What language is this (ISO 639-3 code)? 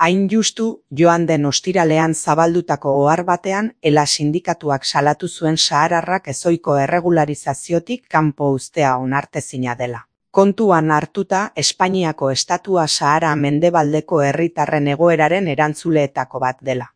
eus